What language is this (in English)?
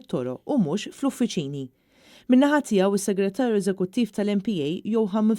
Maltese